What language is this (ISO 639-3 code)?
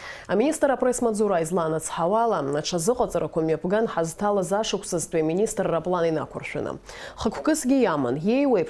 abk